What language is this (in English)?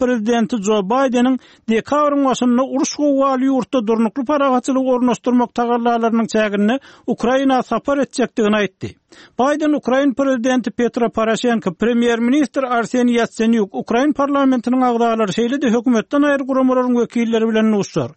Turkmen